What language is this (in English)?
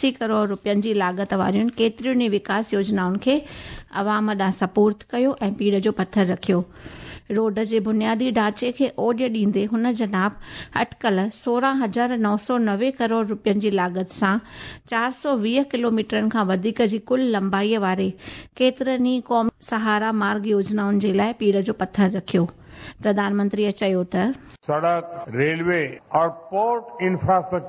Sindhi